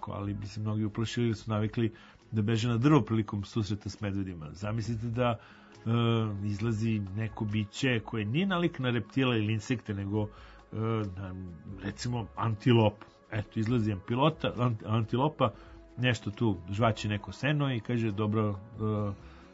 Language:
Serbian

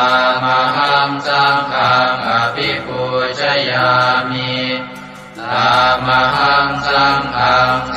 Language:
Pali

